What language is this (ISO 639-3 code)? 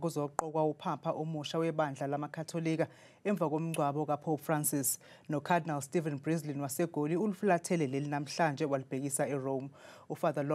zul